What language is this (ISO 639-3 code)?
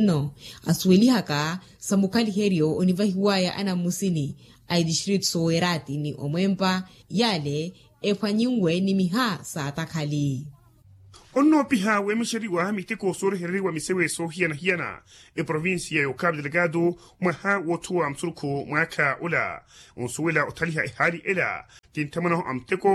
vmw